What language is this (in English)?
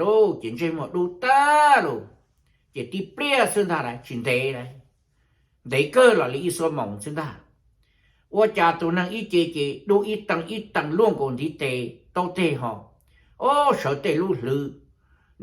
Hmong